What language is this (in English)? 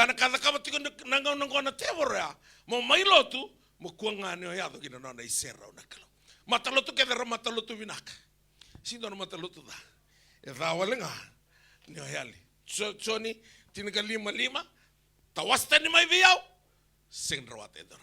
Fijian